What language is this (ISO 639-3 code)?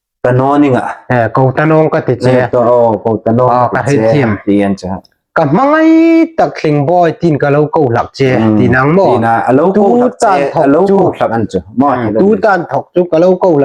hmr